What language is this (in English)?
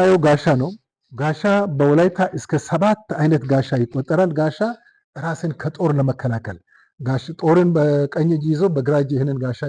Amharic